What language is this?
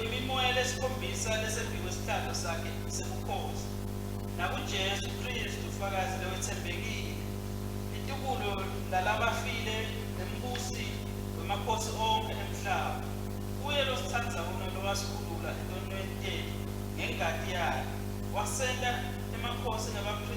Swati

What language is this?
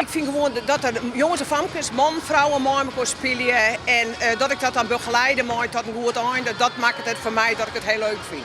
Western Frisian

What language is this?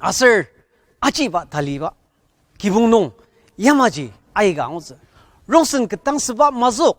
Ao Naga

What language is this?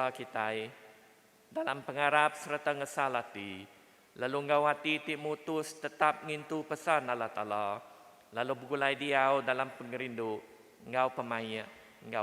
Iban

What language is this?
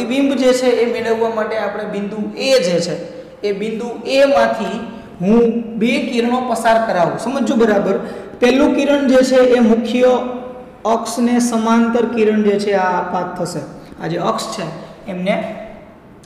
Gujarati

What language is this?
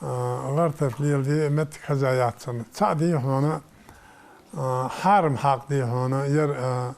Ingush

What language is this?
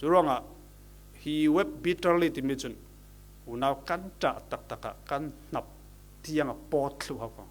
Falam Chin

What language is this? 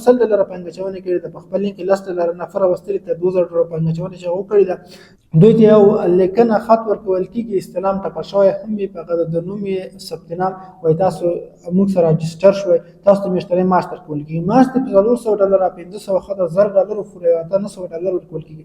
Pashto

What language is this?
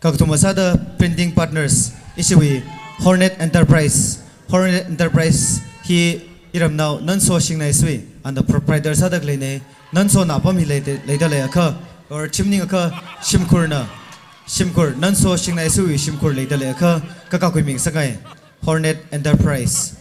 Tangkhul Naga (India)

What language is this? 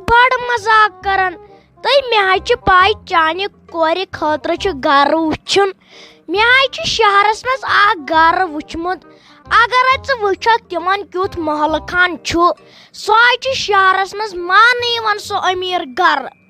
Kashmiri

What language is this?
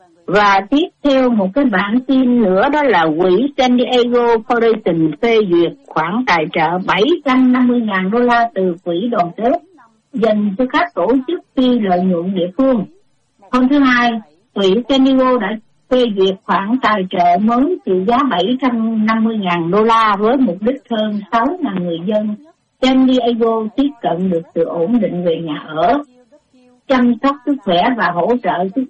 Vietnamese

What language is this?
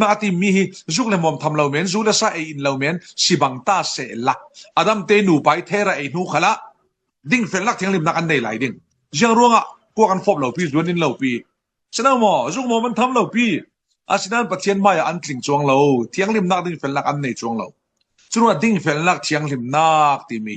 Falam Chin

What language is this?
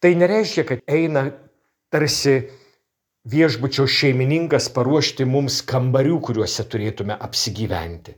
Lithuanian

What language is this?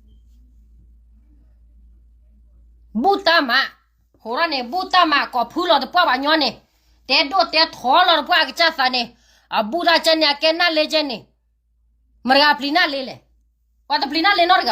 S'gaw Karen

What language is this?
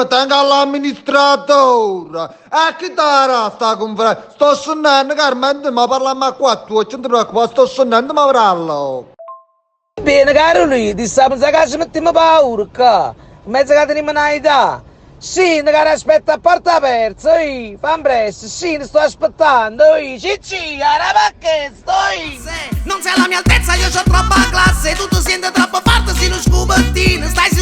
Neapolitan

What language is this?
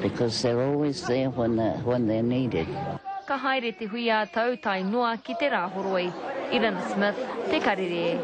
Māori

